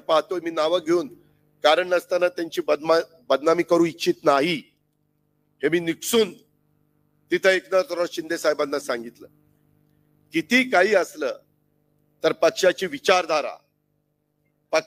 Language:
Marathi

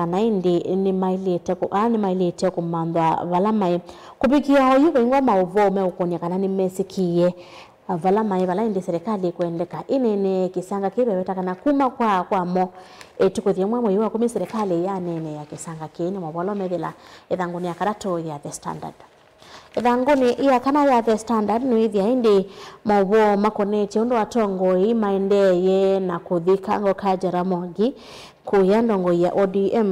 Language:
Kamba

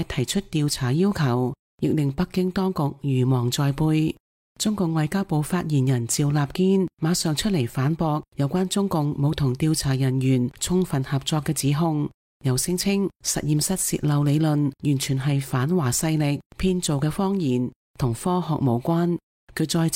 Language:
Cantonese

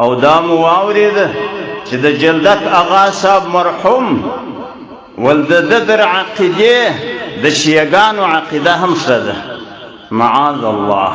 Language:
Pashto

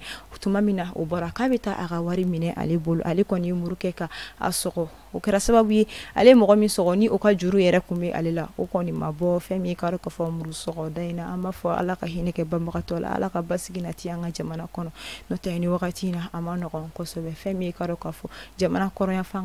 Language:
Bambara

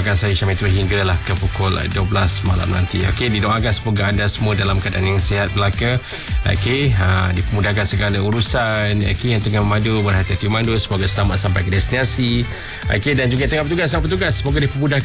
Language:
Malay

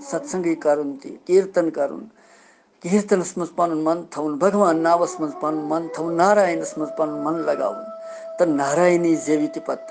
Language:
Kashmiri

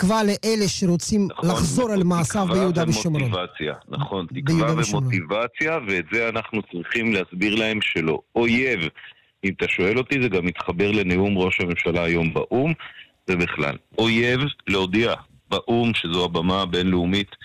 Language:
Hebrew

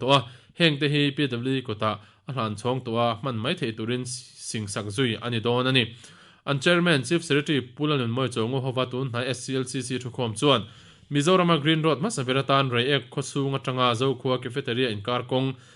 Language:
Mizo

